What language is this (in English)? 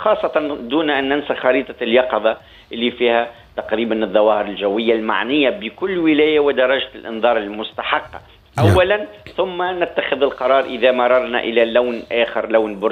Tunisian Arabic